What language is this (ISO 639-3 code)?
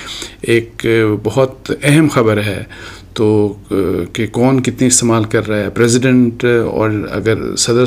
urd